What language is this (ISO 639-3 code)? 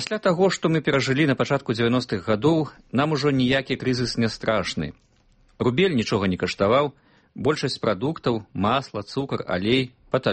bel